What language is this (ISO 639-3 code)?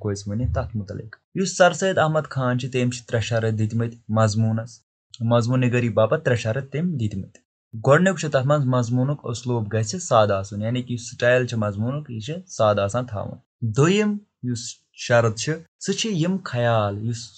kas